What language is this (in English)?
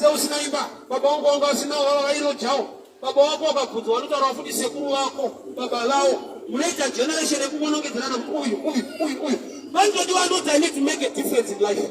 Shona